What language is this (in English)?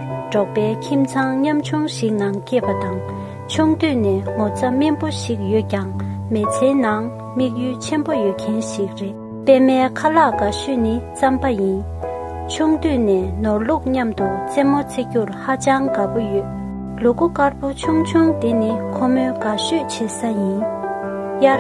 Tibetan